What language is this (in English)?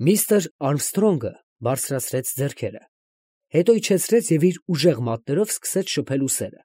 Armenian